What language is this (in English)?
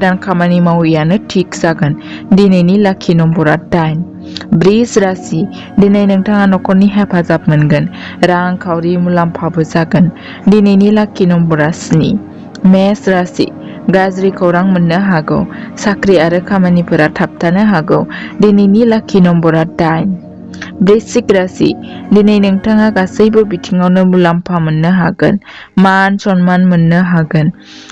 Bodo